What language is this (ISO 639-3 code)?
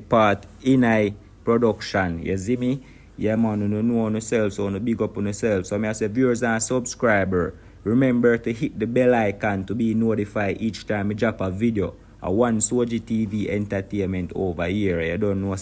jam